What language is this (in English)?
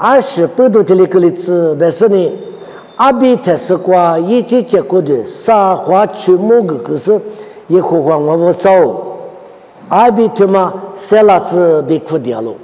Lisu